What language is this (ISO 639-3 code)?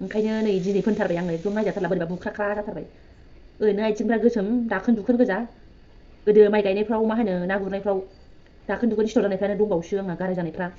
brx